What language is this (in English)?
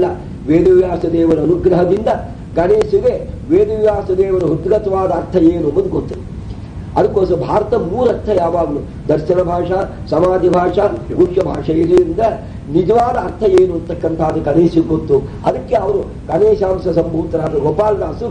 Kannada